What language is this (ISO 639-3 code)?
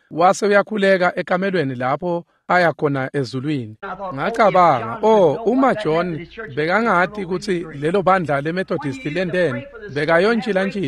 ssw